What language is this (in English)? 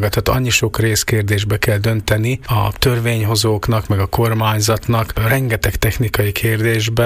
Hungarian